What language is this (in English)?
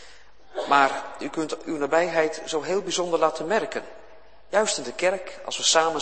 Dutch